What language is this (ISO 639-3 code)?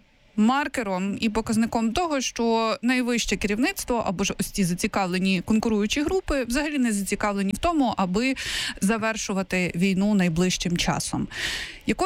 ukr